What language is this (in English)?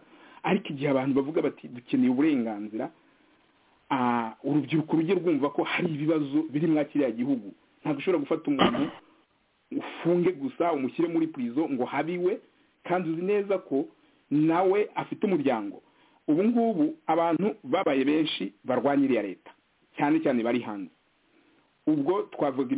Kinyarwanda